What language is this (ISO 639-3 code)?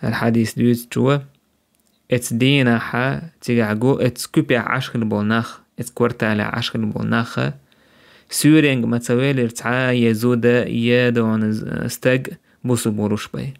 che